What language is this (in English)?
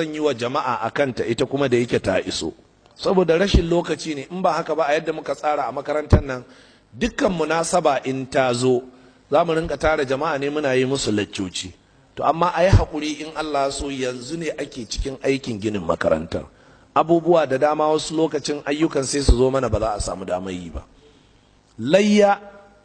Hausa